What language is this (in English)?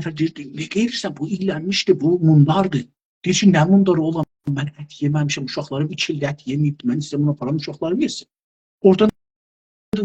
South Azerbaijani